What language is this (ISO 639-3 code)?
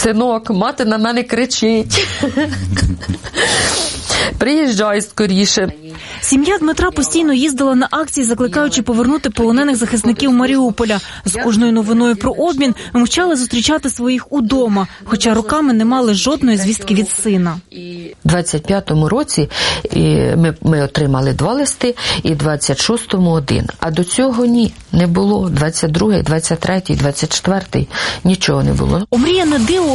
ukr